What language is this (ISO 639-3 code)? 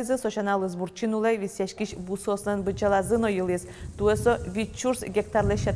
udm